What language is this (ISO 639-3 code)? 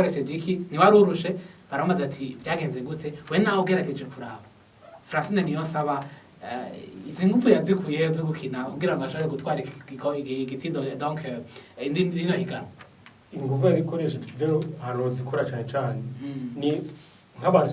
run